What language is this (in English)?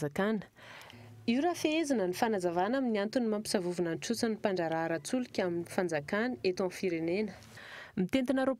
Malagasy